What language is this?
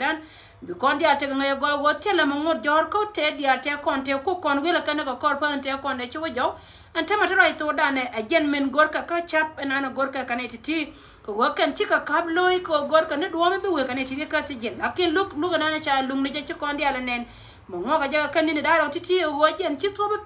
Nuer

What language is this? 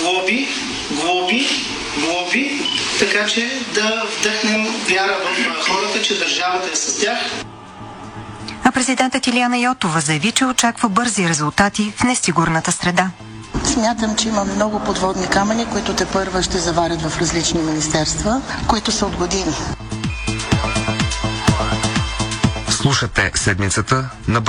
Bulgarian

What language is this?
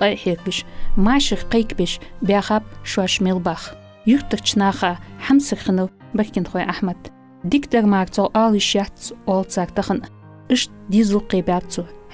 Ingush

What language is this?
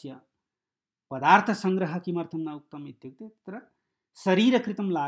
Sanskrit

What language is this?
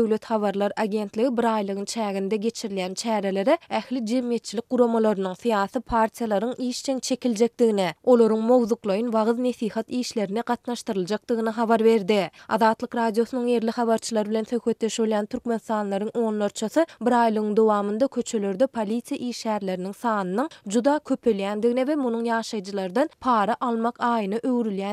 Turkmen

